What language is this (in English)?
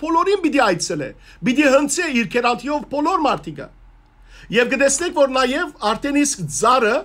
Western Armenian